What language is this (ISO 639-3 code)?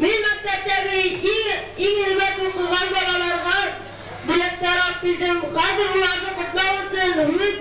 bak